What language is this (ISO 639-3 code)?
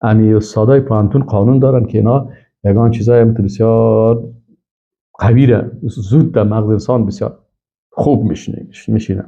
fas